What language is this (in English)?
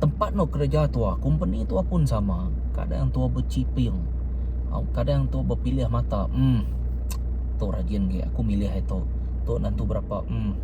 Iban